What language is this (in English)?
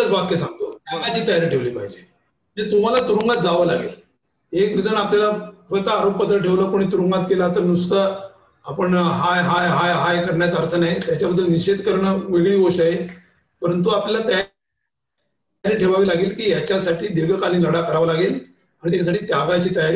Marathi